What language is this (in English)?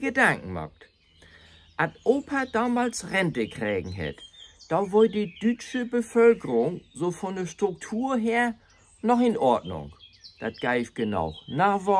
Low German